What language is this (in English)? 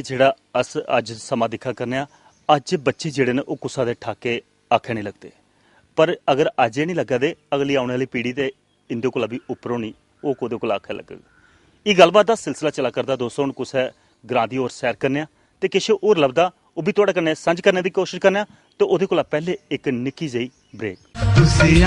Dogri